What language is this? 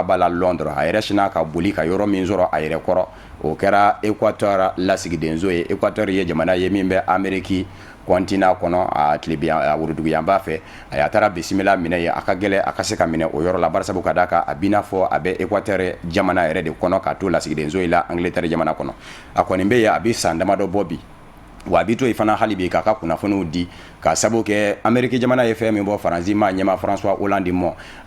Bambara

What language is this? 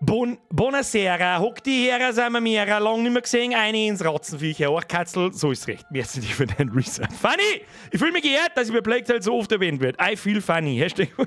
Bavarian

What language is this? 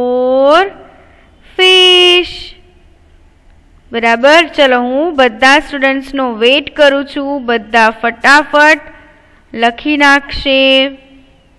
Gujarati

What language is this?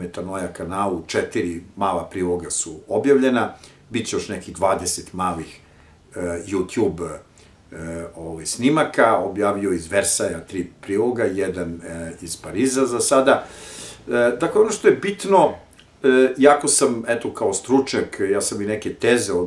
Serbian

